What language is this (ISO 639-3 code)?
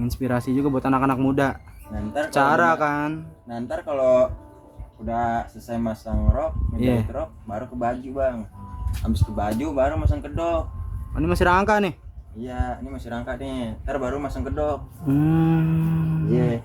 bew